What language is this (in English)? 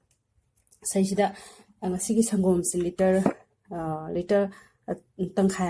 Manipuri